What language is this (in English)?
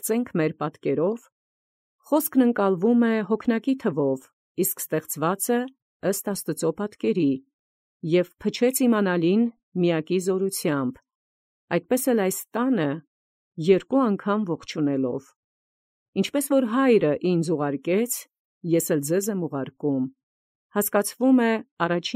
Armenian